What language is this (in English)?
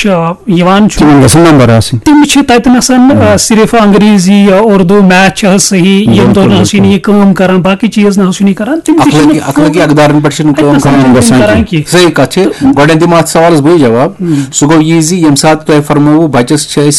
Kashmiri